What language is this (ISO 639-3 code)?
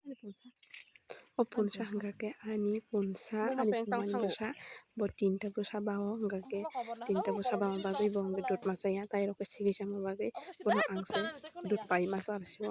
trp